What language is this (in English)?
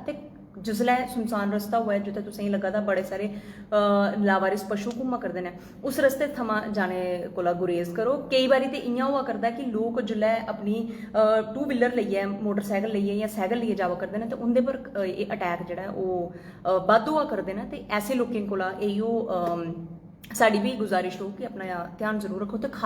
Dogri